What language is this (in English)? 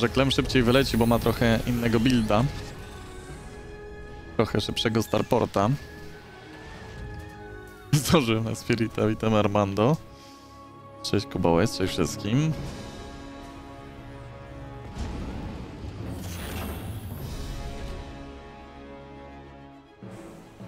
Polish